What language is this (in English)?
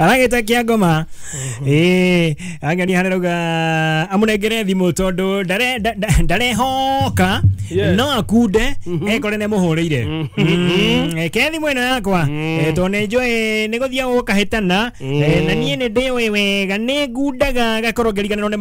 Kikuyu